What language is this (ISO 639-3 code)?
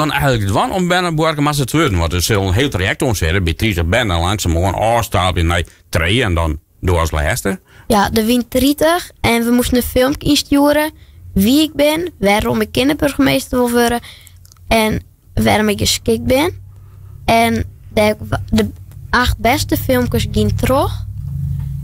fry